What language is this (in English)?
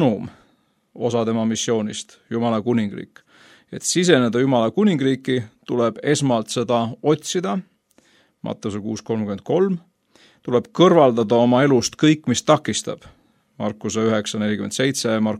Estonian